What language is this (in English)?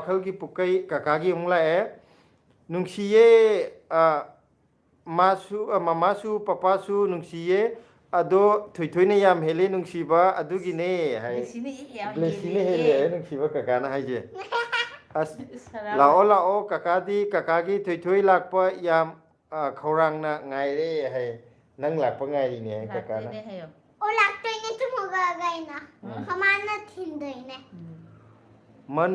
Manipuri